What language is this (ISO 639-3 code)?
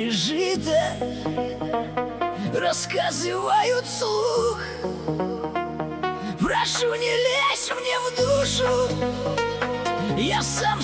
rus